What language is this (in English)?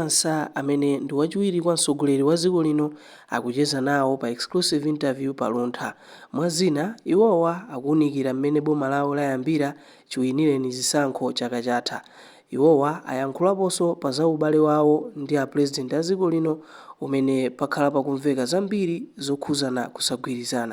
Nyanja